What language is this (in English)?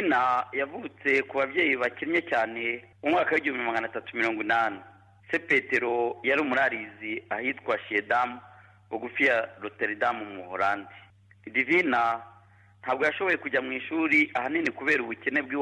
Kinyarwanda